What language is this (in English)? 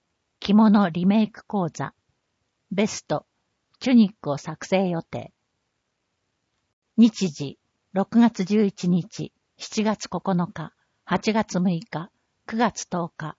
Japanese